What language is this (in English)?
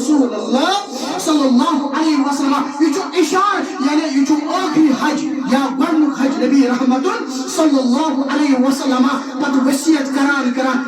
Kashmiri